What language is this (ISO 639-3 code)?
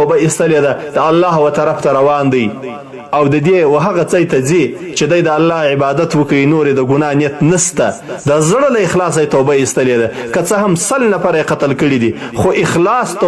pus